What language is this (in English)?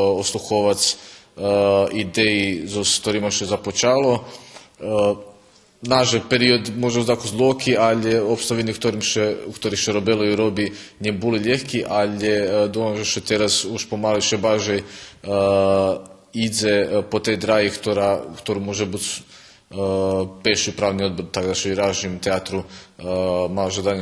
Rusyn